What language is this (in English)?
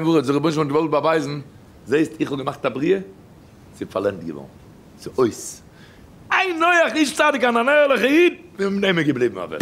Yiddish